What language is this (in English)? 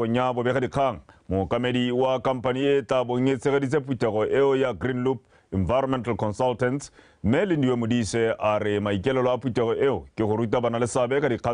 Tswana